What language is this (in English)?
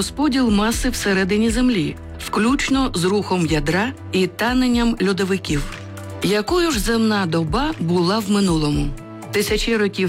Ukrainian